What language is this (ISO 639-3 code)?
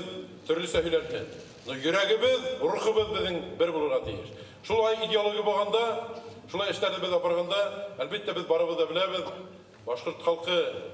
bak